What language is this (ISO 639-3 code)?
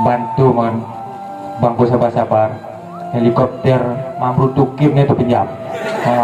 ace